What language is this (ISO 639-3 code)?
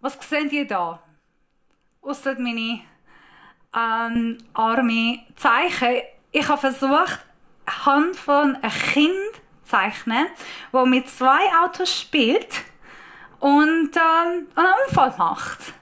gsw